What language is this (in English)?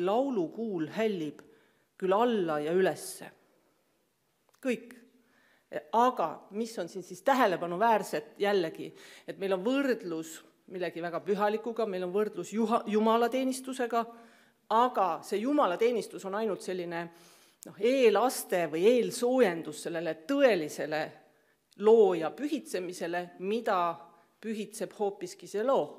Estonian